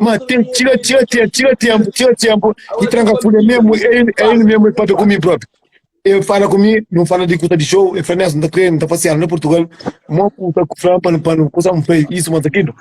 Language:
Kabuverdianu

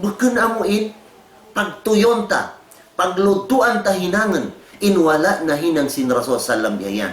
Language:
Tausug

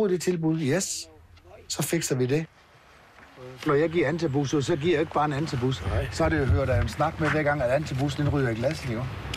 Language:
Danish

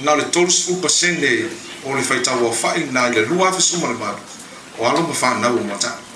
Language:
Samoan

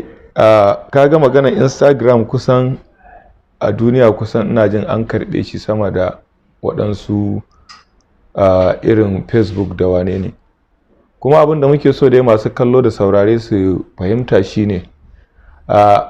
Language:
Hausa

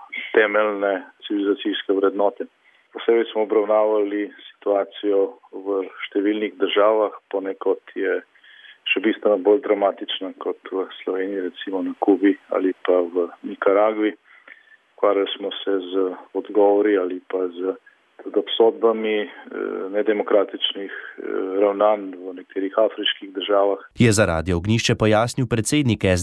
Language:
Slovenian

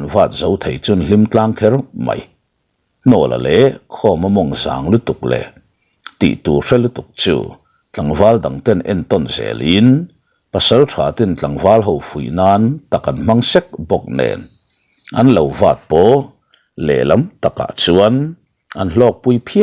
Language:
Mizo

